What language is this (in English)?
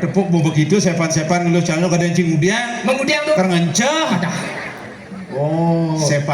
Balinese